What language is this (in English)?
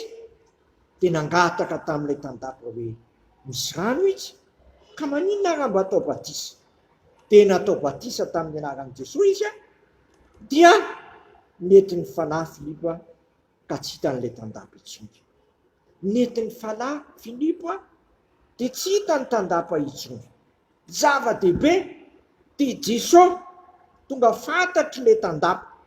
Malagasy